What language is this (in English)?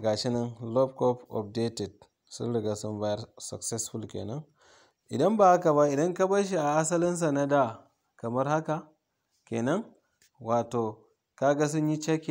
Hausa